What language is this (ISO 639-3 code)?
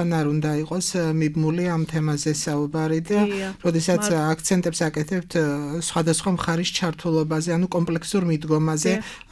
kat